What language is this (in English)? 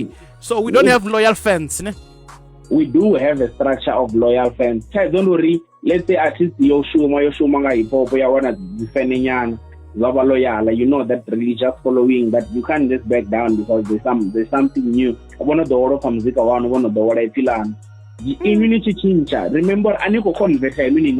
Venda